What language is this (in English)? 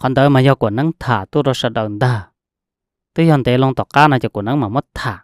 Hmong